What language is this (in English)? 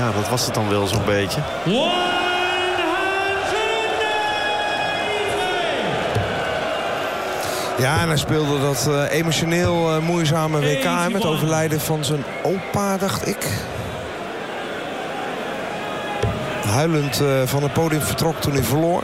Dutch